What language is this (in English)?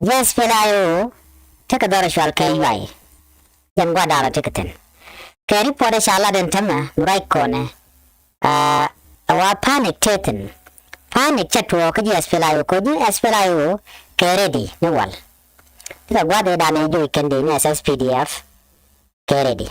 Nuer